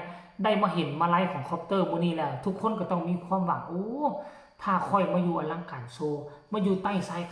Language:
Northeastern Thai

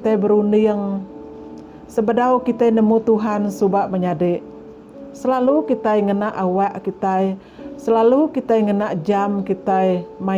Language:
Iban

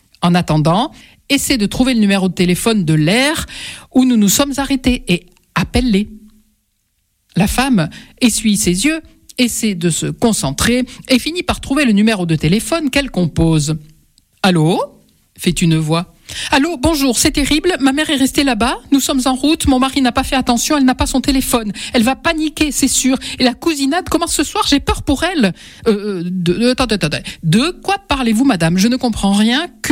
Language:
French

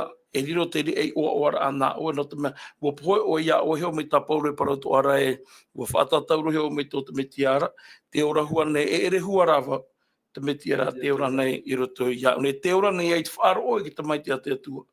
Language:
Tahitian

